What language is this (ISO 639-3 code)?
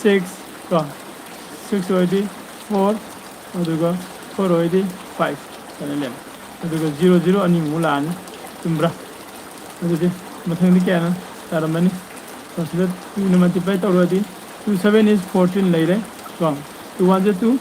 mni